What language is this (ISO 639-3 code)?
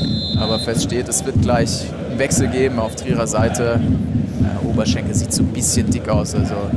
deu